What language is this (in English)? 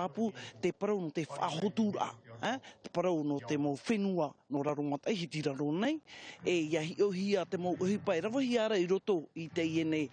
Tahitian